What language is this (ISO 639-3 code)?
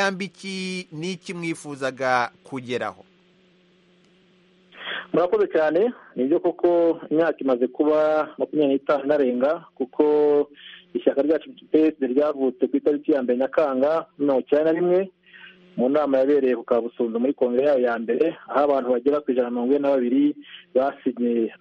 kin